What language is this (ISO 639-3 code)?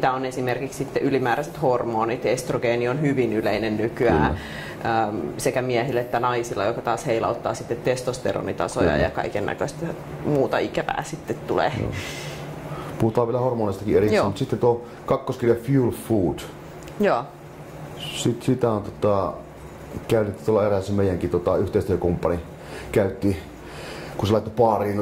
fin